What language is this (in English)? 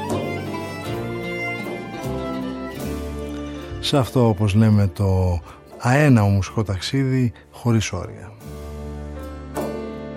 Greek